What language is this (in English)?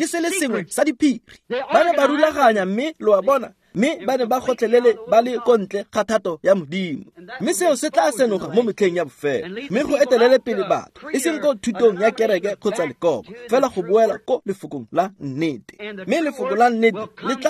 Tswana